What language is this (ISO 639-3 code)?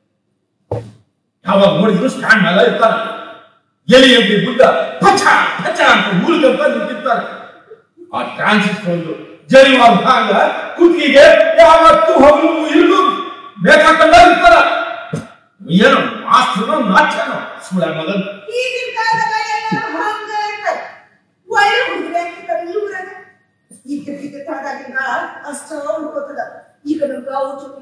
kan